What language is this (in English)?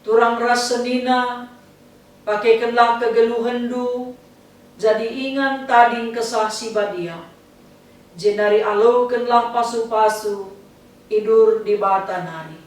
Batak Karo